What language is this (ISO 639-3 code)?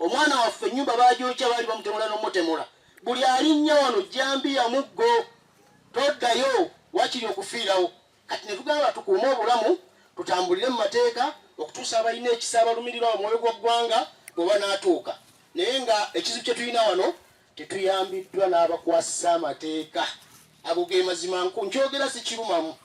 lug